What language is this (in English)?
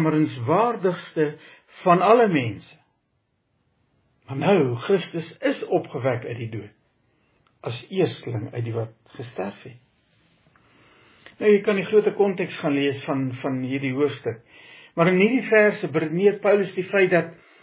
Afrikaans